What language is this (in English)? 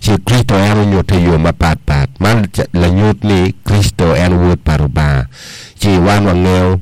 Acoli